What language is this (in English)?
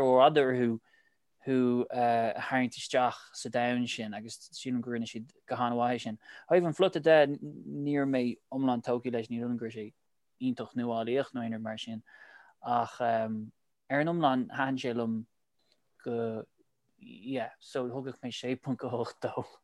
Irish